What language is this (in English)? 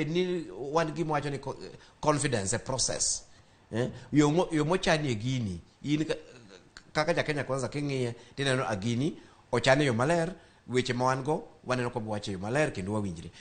Luo (Kenya and Tanzania)